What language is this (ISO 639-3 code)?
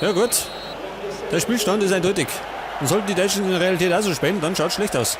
bar